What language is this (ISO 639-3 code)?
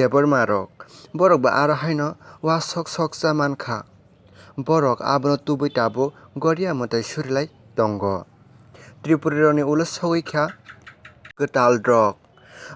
trp